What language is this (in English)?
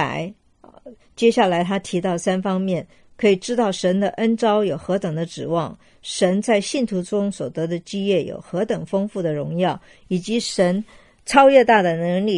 Chinese